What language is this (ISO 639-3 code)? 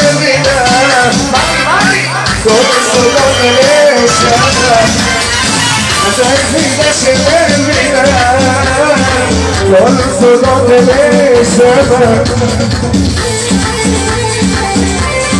heb